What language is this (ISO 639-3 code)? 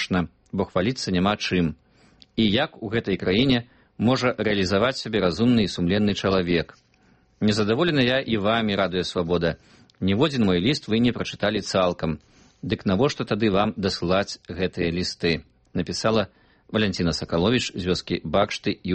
bel